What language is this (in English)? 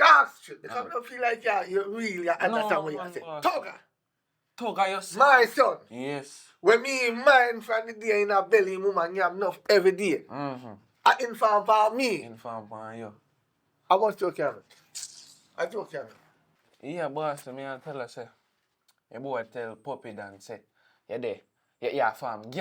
Jamaican Creole English